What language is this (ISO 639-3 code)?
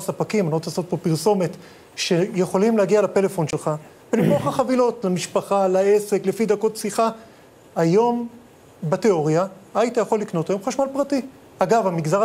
heb